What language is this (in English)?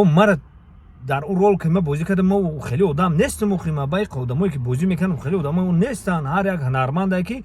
Tajik